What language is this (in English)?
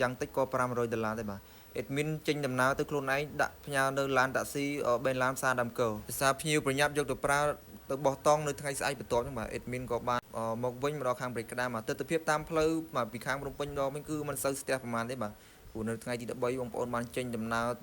Khmer